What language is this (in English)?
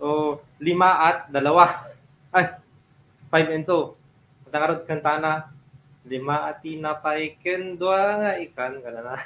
Iloko